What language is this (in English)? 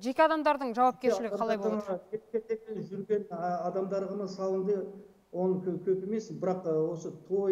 Kazakh